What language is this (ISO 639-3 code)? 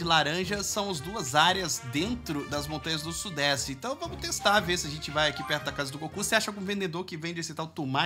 por